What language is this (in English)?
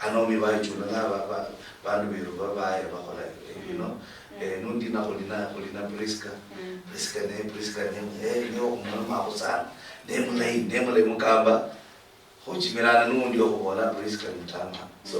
Luyia